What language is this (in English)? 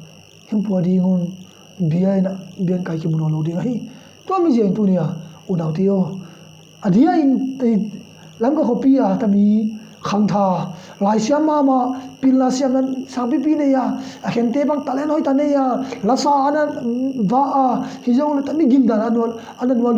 Tedim Chin